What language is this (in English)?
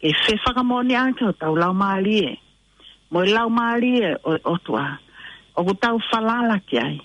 Tongan